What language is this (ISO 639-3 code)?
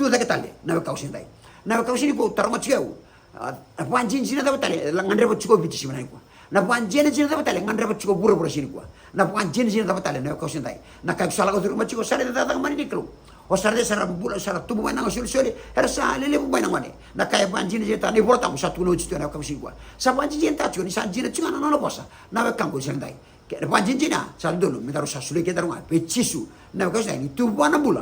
fij